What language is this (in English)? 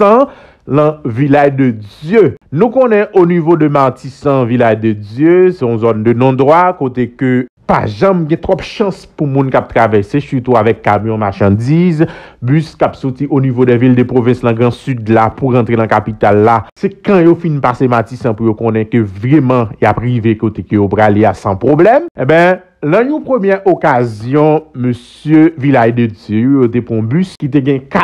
Haitian Creole